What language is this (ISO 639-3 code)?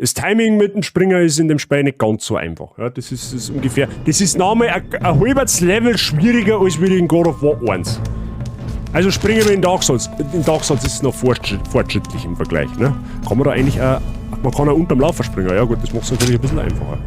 bar